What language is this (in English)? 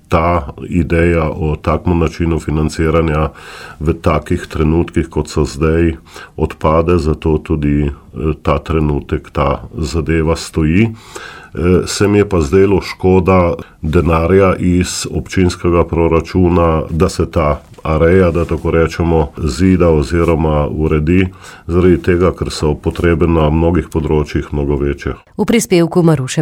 Slovenian